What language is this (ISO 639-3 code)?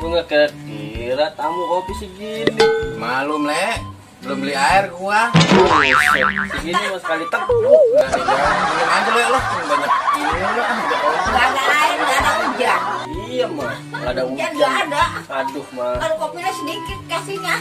bew